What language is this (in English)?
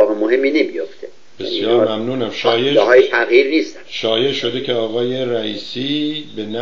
Persian